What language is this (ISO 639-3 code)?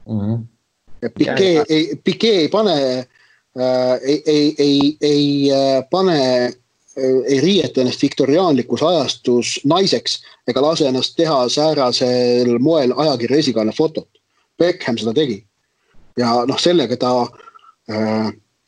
est